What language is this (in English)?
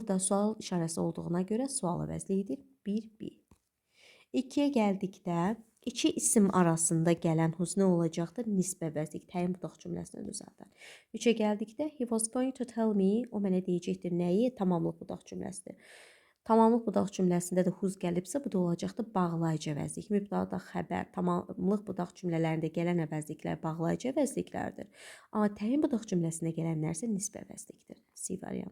Azerbaijani